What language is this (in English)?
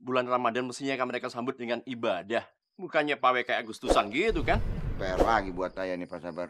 Betawi